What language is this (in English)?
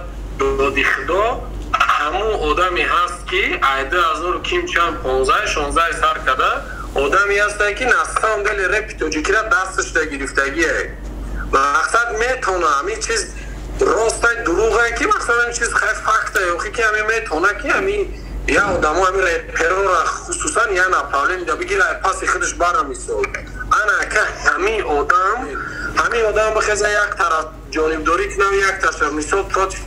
Tajik